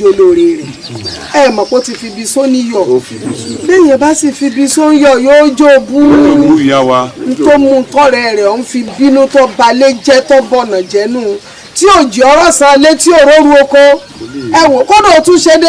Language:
Yoruba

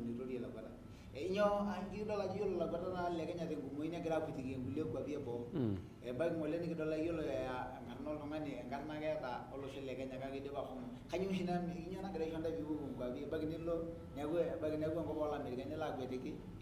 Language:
Masai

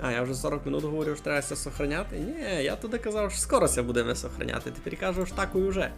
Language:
Rusyn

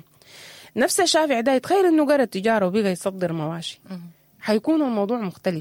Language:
Sudanese Arabic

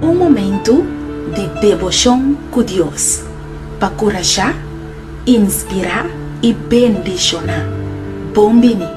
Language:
Papiamento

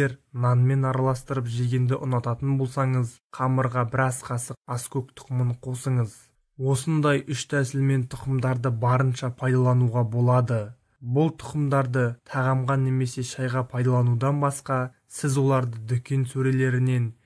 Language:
Kazakh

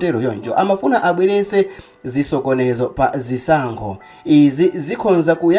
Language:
Nyanja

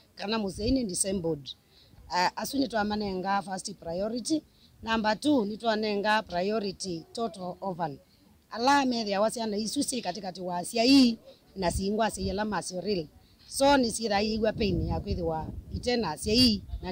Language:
Kamba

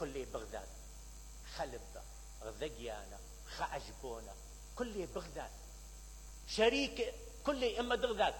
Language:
Mesopotamian Arabic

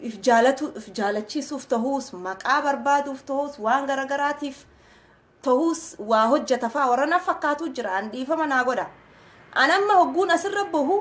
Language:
Oromo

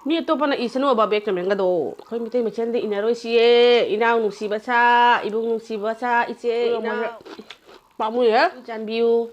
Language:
Manipuri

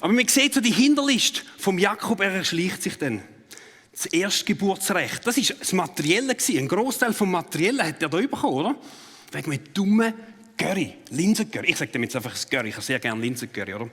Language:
Swiss German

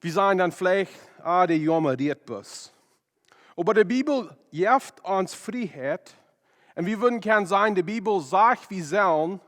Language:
Plautdietsch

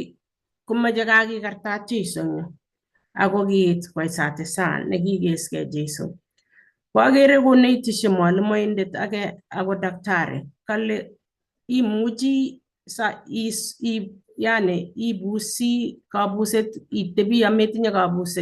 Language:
Kalenjin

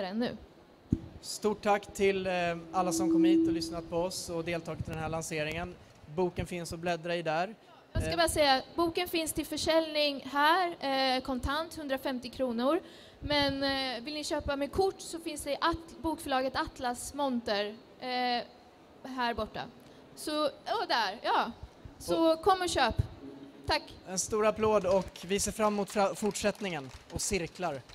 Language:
Swedish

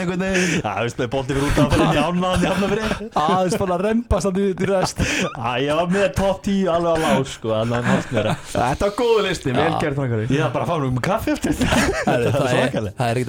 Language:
Icelandic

